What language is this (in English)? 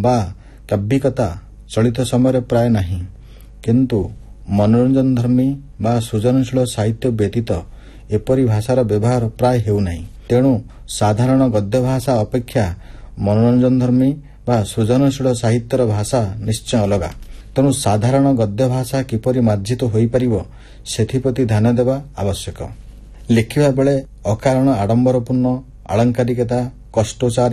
Odia